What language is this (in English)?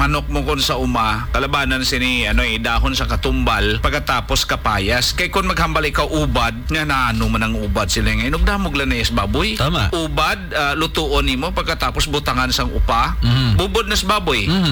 Hiligaynon